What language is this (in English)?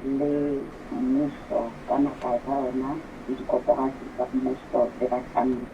Southern Sotho